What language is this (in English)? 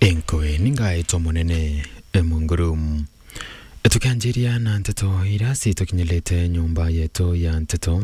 Meru